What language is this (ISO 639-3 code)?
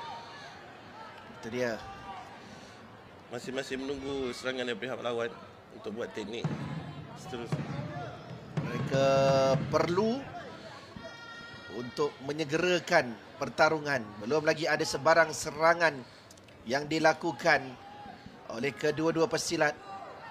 msa